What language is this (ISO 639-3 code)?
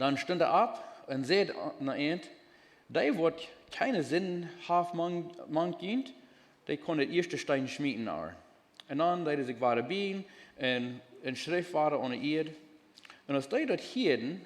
pdt